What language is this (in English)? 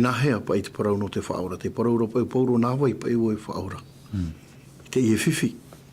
Tahitian